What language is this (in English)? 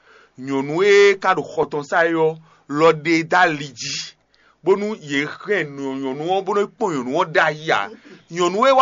Fon